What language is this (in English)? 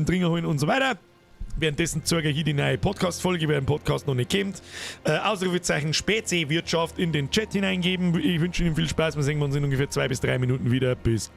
Bavarian